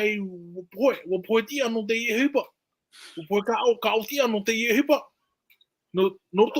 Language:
Tahitian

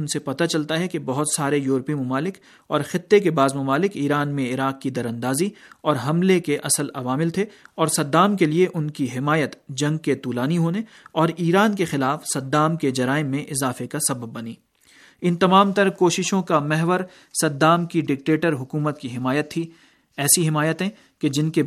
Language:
Urdu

